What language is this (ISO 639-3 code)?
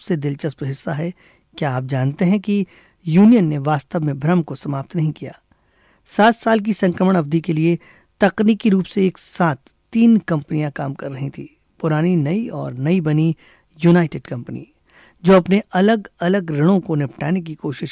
hin